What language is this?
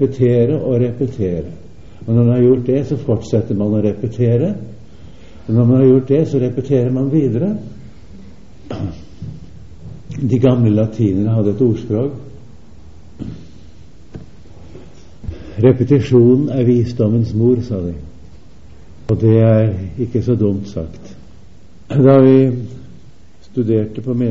Norwegian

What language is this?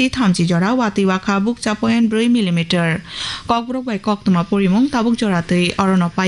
Kok Borok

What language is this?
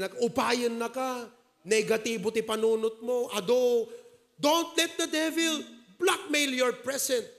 Iloko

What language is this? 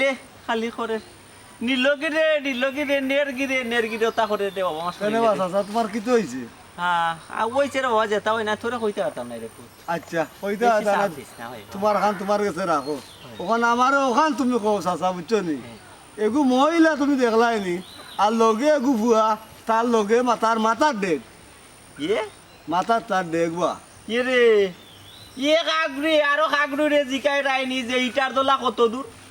Sylheti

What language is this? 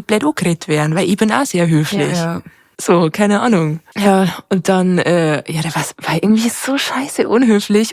Bavarian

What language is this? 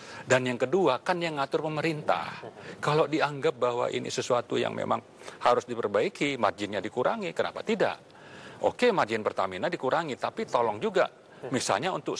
Indonesian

